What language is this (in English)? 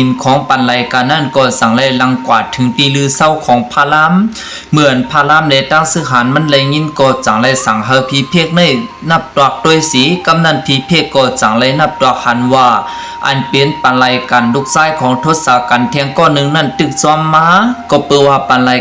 Shan